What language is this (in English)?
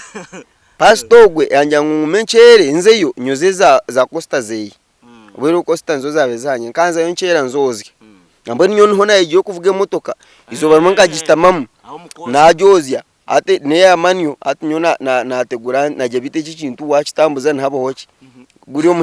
Nyankole